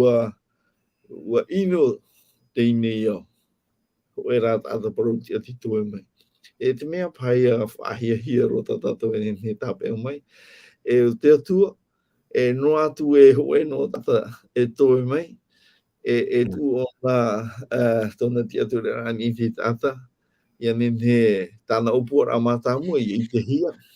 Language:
Tahitian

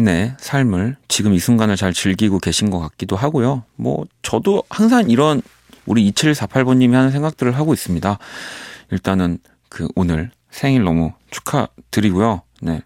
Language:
Korean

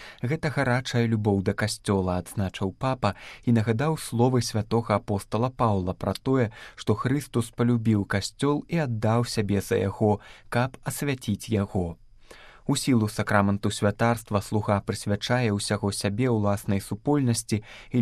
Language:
Belarusian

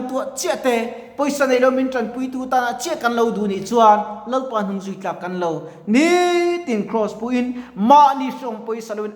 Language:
Mizo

